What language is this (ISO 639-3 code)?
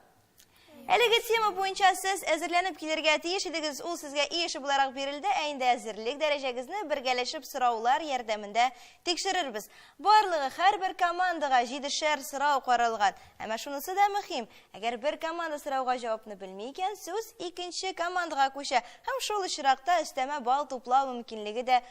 tat